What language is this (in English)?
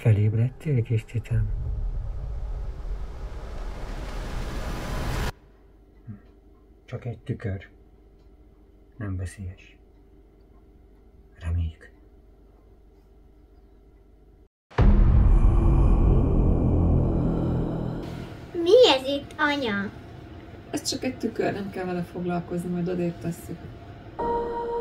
Hungarian